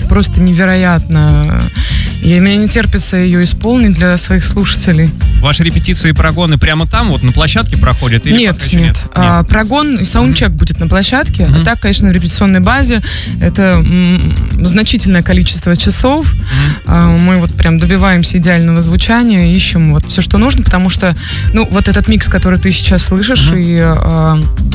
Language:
Russian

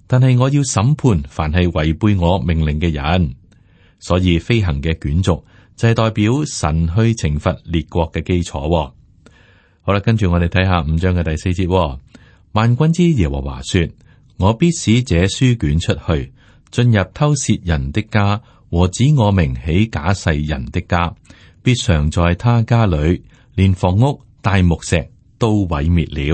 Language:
Cantonese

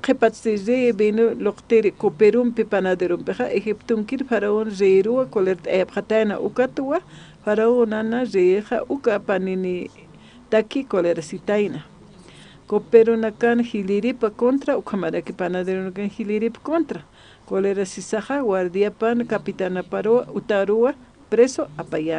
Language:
Aymara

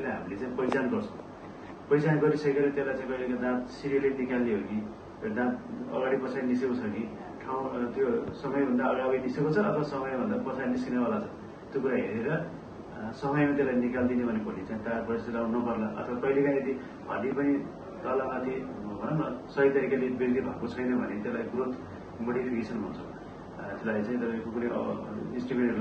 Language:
Nepali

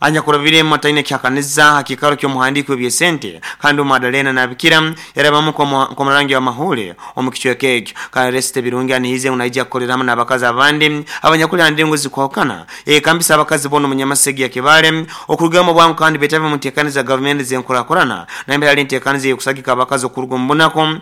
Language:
Nyoro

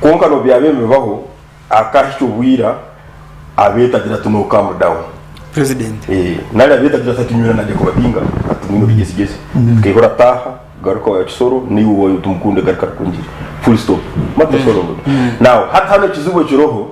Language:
Nyankole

